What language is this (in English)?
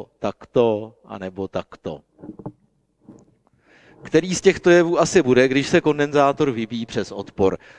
Czech